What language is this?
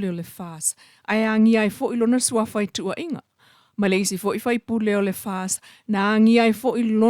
Samoan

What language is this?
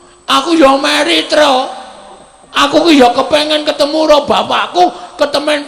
Javanese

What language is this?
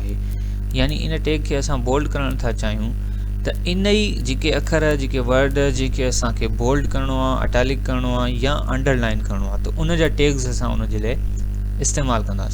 Sindhi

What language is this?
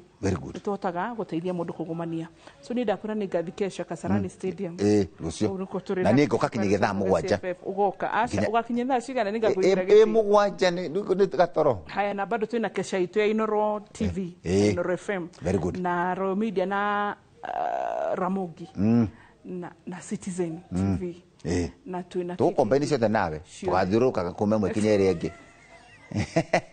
Kikuyu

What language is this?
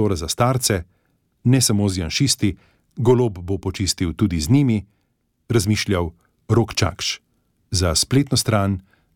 Slovenian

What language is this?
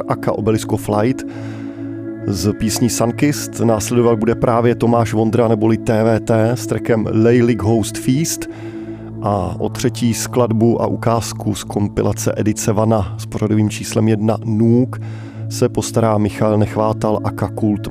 Czech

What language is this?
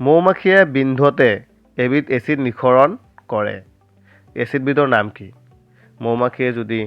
Assamese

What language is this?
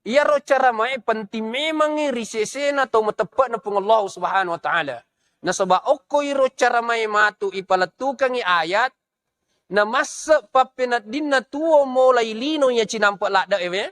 Buginese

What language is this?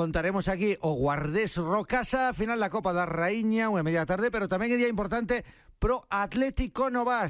Galician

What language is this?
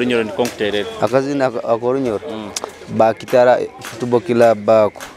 Nyoro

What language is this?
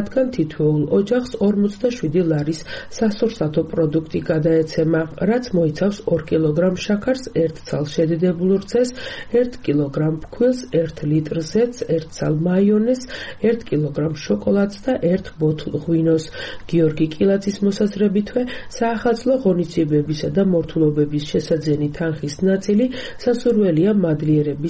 Georgian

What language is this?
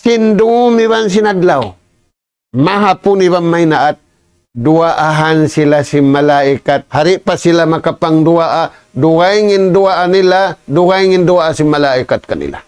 Tausug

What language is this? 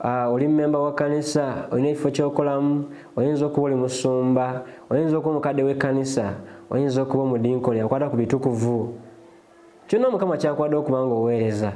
Ganda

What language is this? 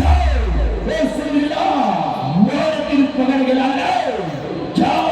Chhattisgarhi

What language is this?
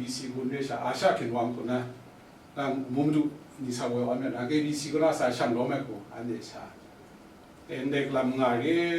Kachin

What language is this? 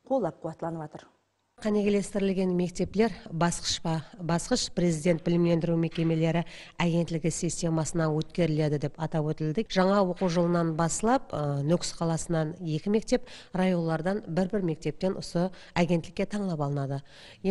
Kara-Kalpak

